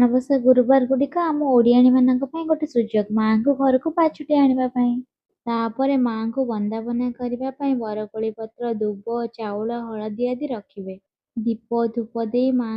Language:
Odia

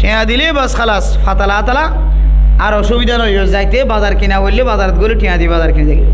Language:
Rohingya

